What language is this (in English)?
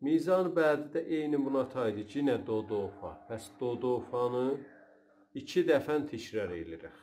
South Azerbaijani